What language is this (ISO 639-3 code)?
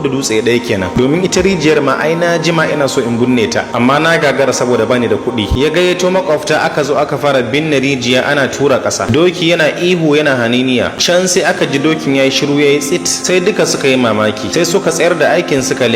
hau